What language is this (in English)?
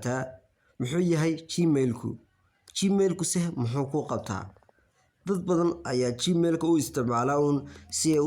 Somali